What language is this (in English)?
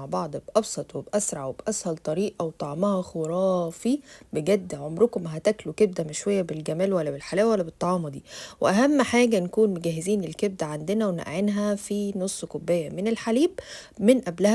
Egyptian Arabic